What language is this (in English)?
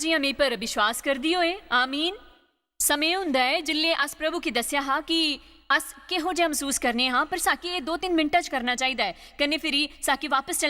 Dogri